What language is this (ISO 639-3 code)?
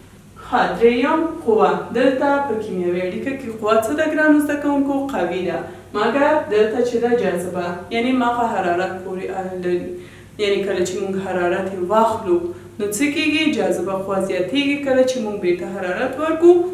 pus